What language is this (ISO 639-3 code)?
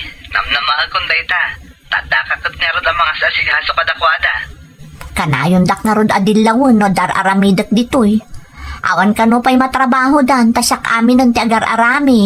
ilo